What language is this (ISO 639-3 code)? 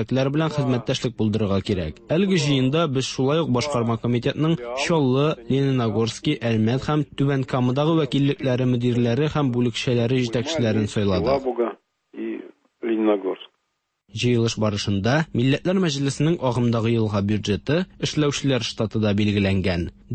tat